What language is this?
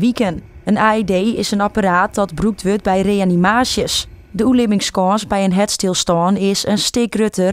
Western Frisian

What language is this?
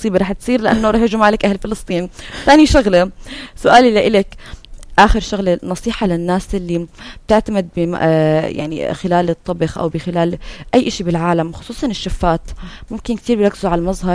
North Levantine Arabic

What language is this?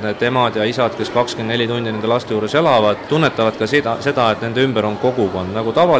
Estonian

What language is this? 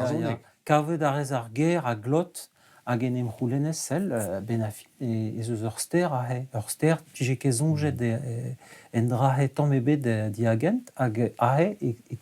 Breton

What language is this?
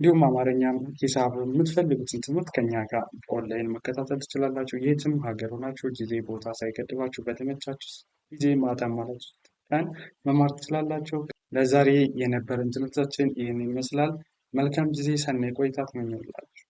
Amharic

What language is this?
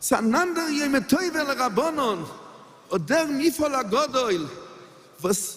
Yiddish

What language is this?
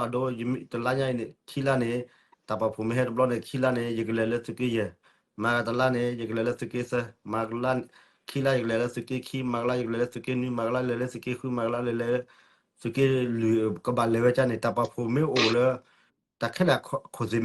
S'gaw Karen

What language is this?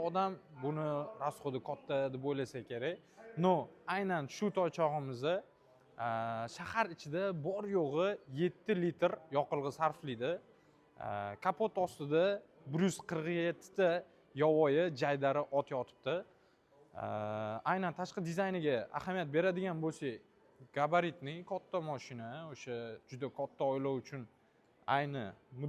Uzbek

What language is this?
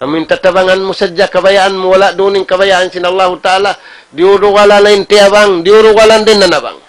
Tausug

